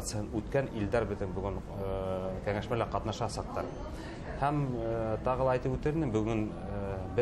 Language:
Bashkir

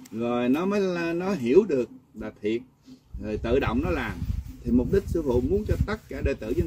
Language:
Vietnamese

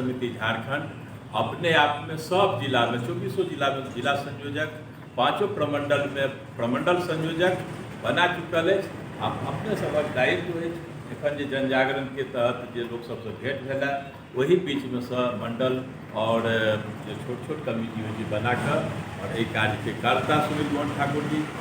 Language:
Maithili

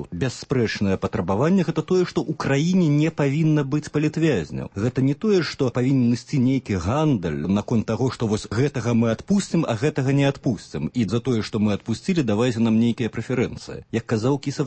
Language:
Belarusian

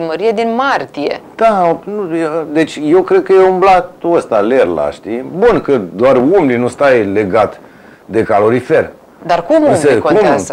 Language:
Romanian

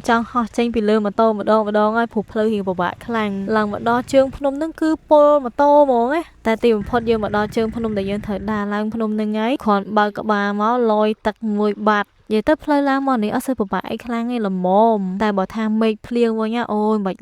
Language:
Khmer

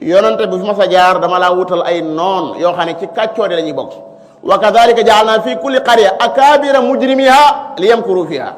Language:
Wolof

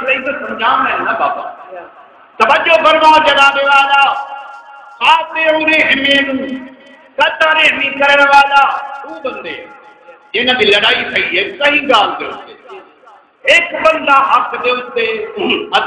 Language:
Saraiki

